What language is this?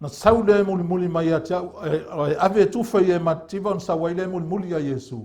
Samoan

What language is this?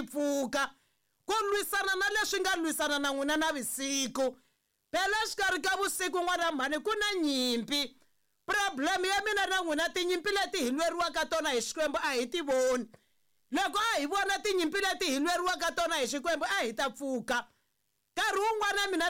Tsonga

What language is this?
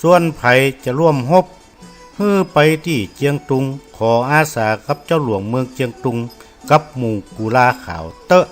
Northern Thai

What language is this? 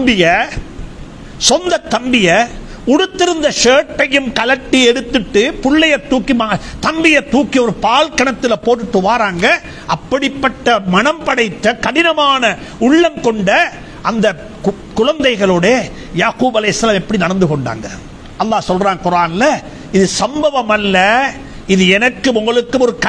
Tamil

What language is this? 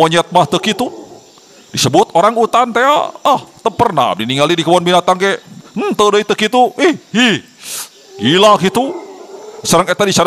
Sundanese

